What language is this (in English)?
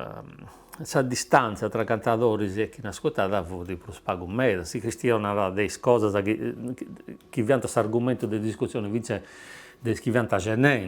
Sardinian